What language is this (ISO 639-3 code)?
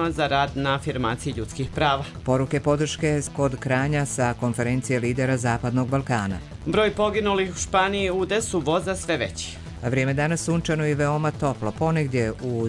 hrv